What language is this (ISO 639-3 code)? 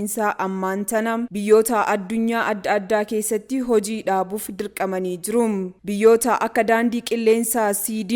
orm